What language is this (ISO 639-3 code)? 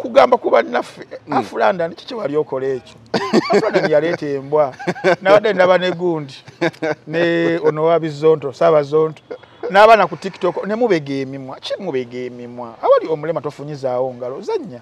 lug